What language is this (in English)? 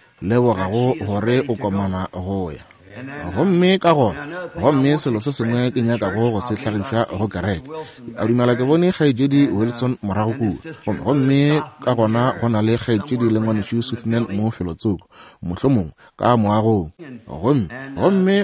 Northern Sotho